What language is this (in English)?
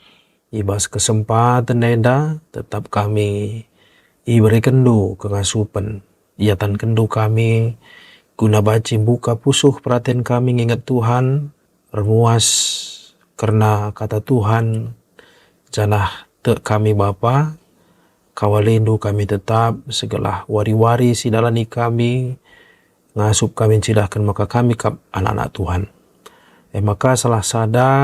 Batak Karo